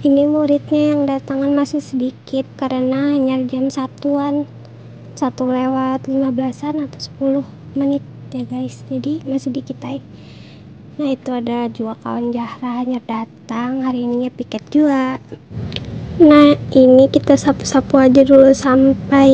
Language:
Banjar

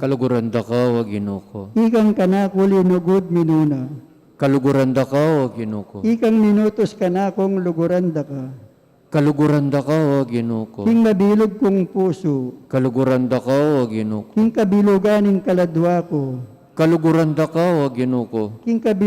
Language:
Pampanga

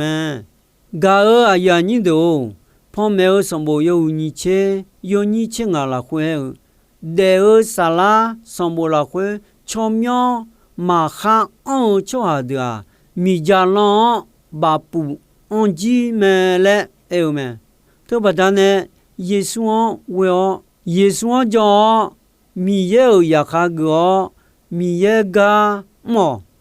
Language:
Akha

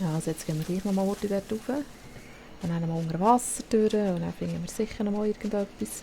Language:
Swiss German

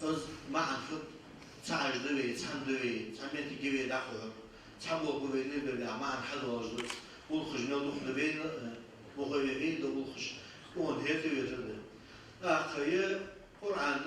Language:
Ingush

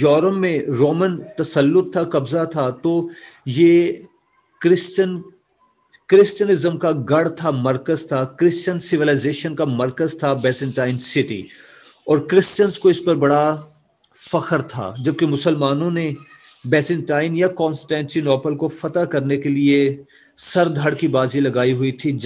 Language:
Urdu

